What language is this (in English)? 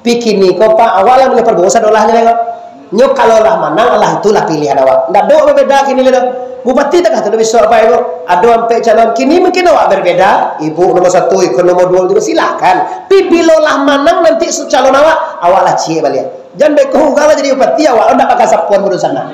Minangkabau